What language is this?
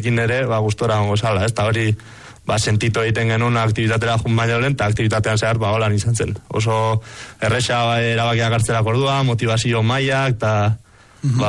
Basque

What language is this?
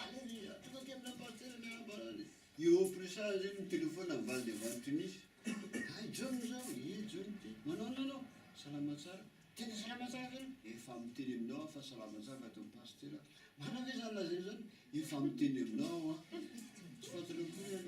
Malagasy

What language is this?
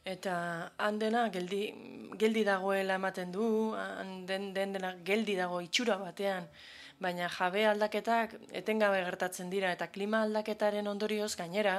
Basque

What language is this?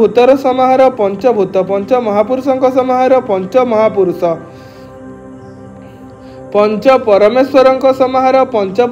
Odia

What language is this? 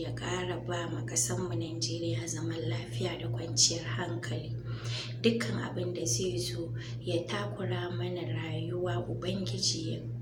Hausa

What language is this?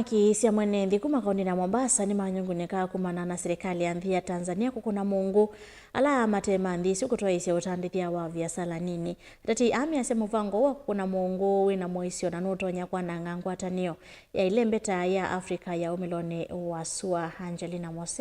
Kamba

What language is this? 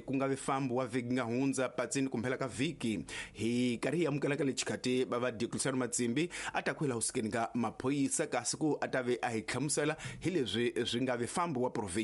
Tsonga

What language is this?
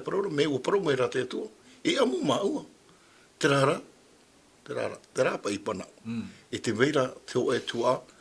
Tahitian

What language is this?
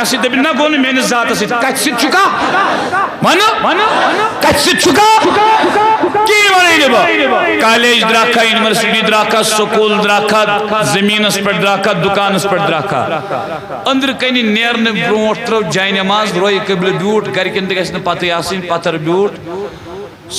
Kashmiri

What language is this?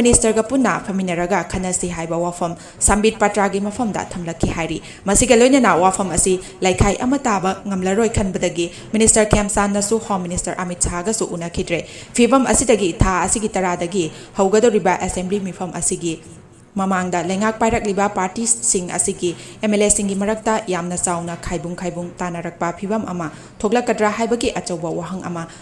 Manipuri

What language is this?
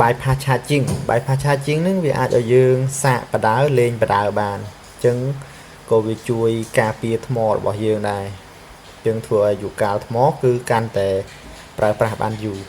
Khmer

